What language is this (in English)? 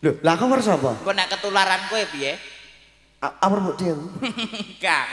Javanese